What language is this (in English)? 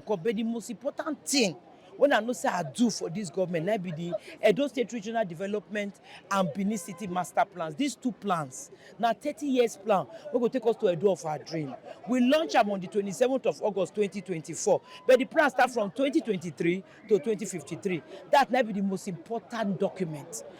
Nigerian Pidgin